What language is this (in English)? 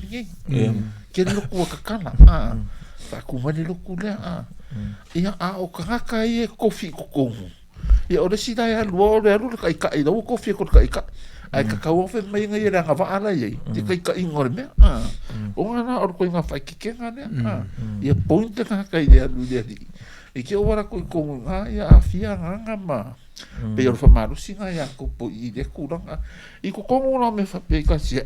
Samoan